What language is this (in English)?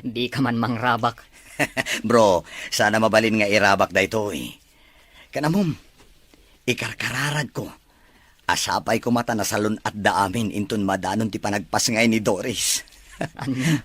Iloko